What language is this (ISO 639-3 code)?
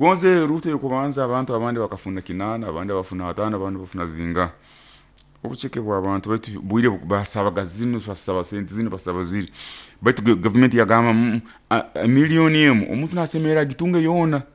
nyo